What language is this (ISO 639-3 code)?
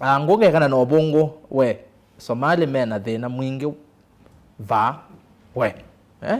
kam